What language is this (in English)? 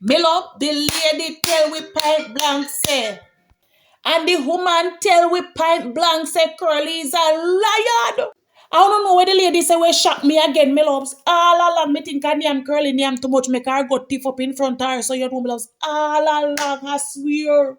Jamaican Creole English